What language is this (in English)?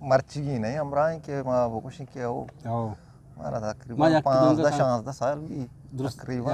Eastern Balochi